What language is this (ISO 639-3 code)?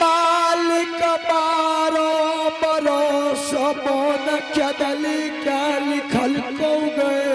anp